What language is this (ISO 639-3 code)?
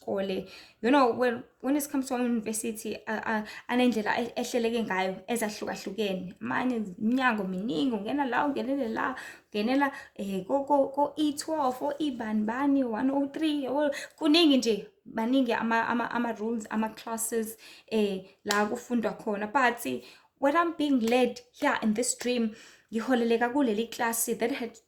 zul